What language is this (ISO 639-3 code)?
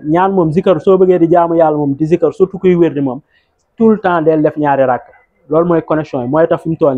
wol